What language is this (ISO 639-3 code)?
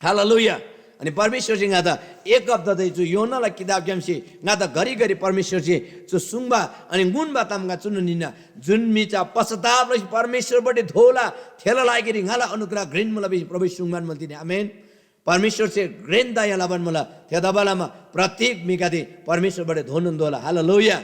taj